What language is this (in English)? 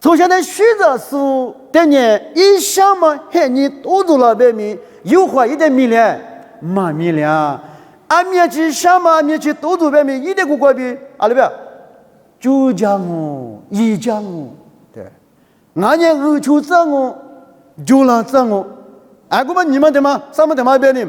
Lisu